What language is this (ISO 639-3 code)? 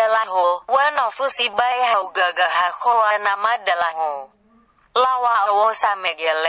nia